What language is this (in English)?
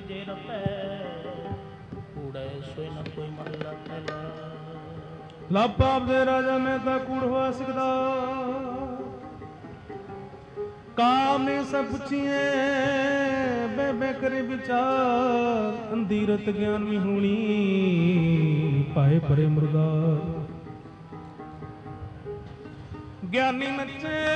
Punjabi